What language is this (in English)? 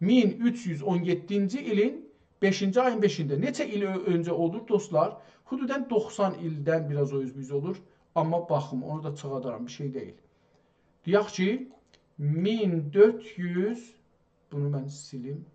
South Azerbaijani